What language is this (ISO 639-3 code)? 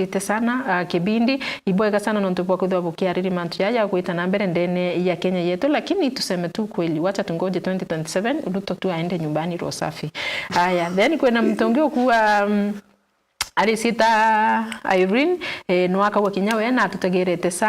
mer